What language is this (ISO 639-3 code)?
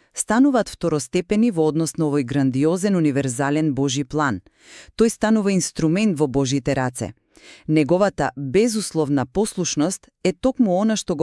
mkd